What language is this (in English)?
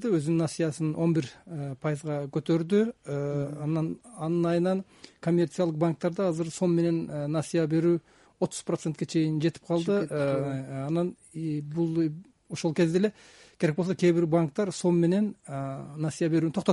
Kyrgyz